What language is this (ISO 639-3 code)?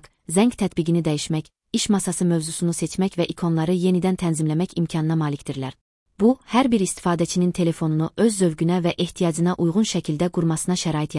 aze